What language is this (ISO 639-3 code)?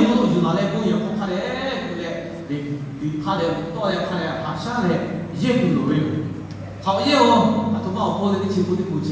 lhu